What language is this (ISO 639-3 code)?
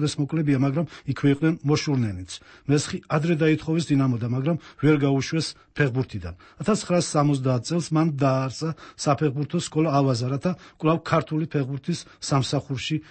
kat